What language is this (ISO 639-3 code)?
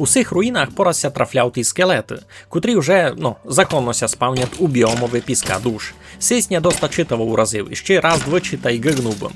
rue